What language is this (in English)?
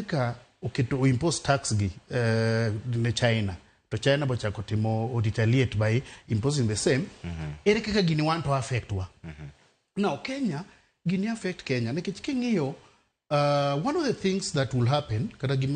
Luo (Kenya and Tanzania)